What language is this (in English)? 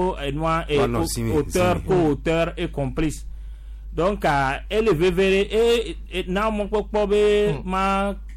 Gen